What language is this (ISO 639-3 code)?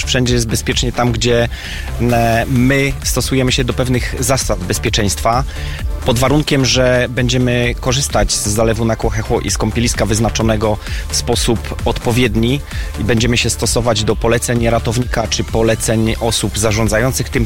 pol